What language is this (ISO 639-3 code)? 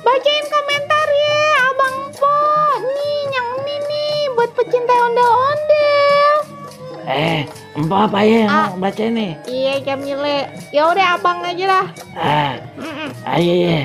bew